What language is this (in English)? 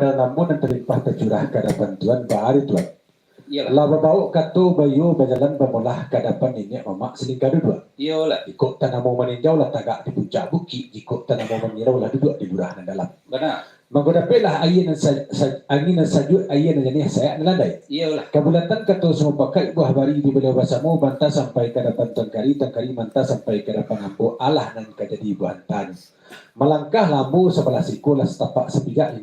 Minangkabau